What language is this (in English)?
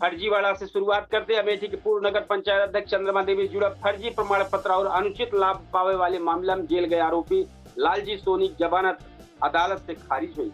Awadhi